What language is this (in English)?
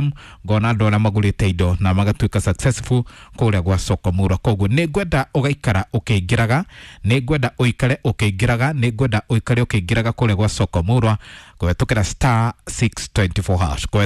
Kikuyu